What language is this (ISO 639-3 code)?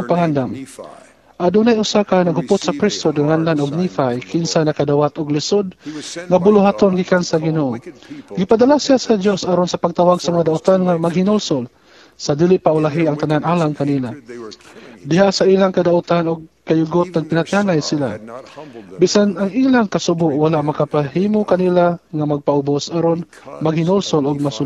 ceb